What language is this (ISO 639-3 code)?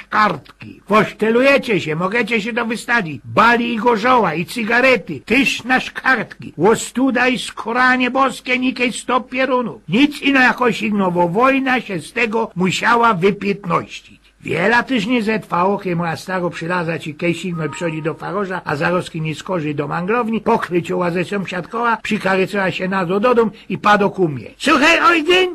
szl